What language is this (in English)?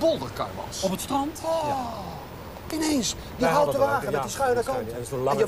Dutch